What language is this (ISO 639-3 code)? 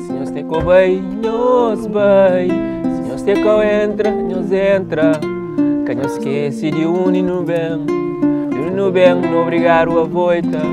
kea